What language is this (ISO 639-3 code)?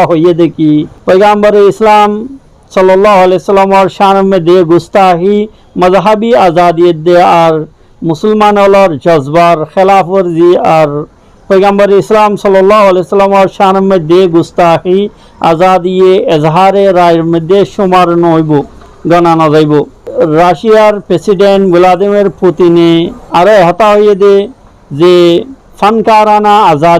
rhg